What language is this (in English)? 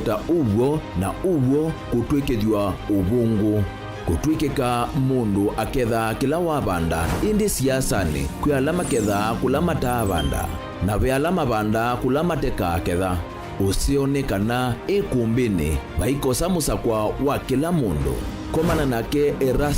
Kamba